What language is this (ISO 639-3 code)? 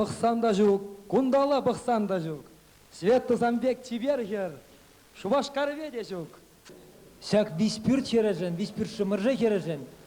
chv